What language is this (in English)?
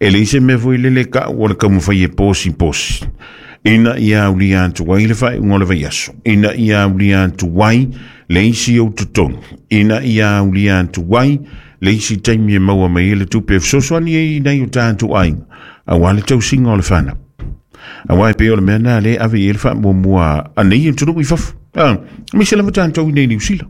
Samoan